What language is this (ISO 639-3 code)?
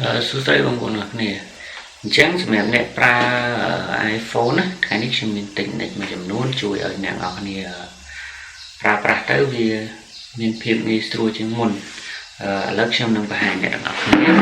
khm